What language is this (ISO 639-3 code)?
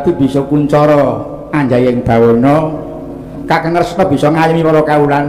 jav